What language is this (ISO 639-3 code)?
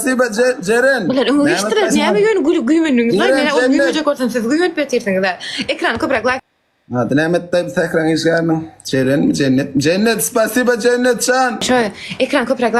tuk